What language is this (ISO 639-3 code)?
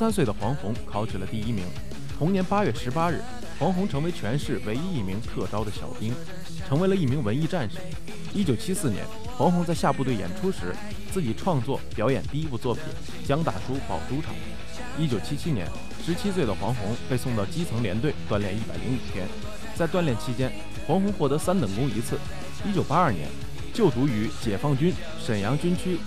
zho